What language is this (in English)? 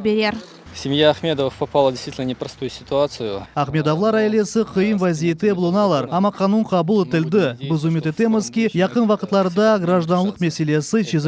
Crimean Tatar